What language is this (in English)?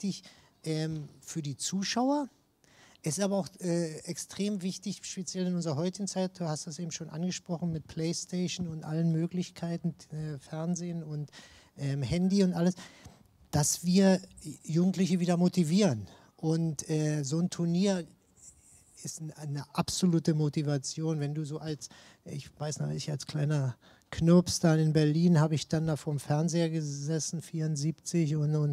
German